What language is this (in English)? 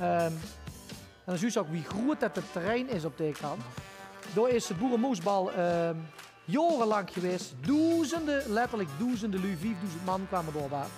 Limburgish